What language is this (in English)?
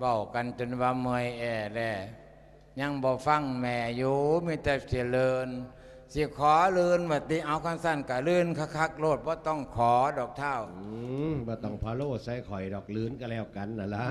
Lao